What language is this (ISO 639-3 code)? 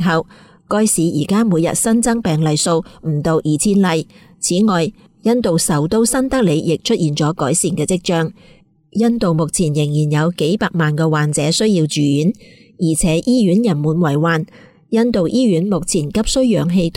yue